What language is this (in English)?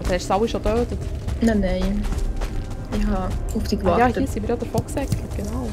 Swiss German